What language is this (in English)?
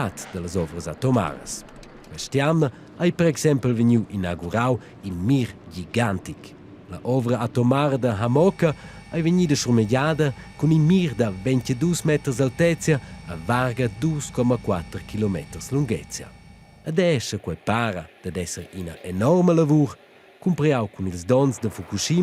Romansh